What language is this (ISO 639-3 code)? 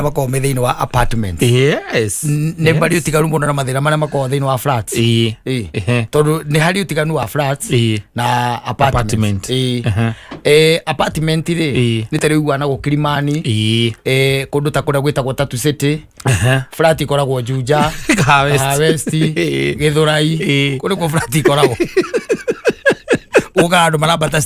kik